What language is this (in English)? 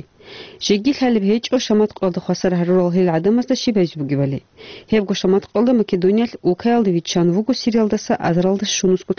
Avaric